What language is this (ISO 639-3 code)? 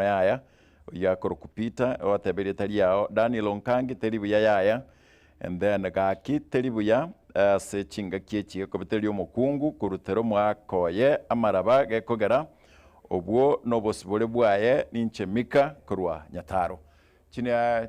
guz